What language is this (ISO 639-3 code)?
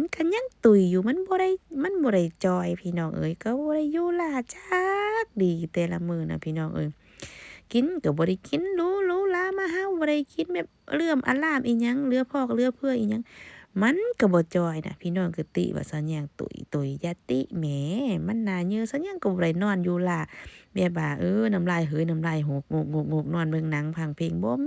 lao